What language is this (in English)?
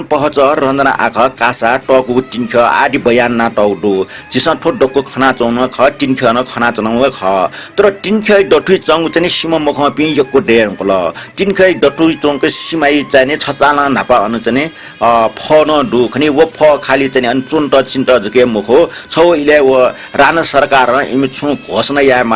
Newari